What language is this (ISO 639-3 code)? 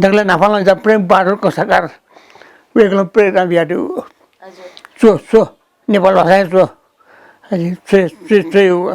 new